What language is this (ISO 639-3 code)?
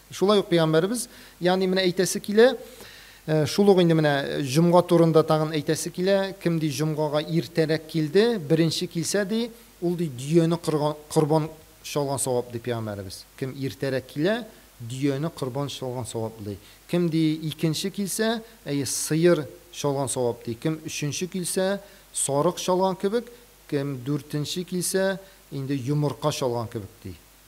tat